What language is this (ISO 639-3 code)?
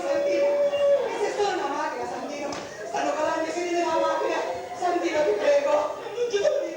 scn